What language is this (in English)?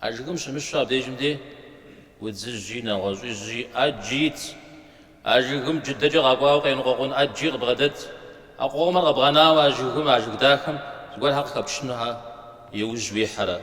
Kabardian